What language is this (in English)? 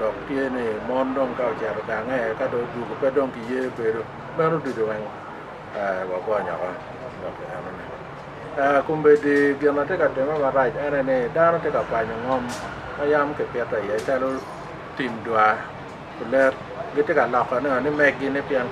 Acoli